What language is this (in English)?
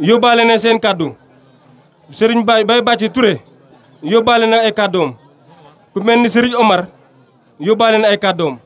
Wolof